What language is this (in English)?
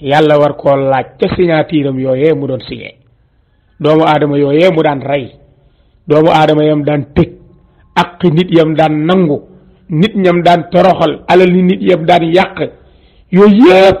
Wolof